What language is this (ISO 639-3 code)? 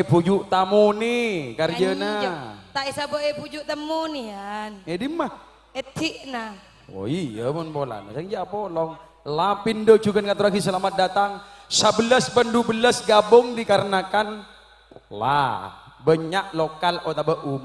mad